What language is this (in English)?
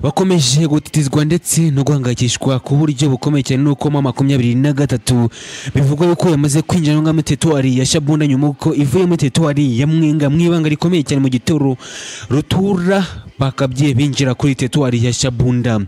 Kinyarwanda